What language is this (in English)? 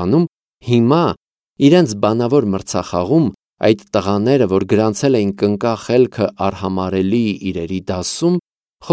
Armenian